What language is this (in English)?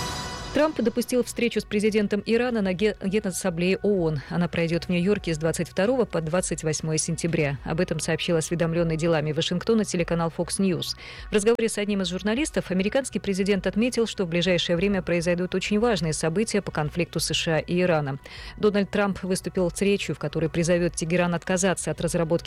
Russian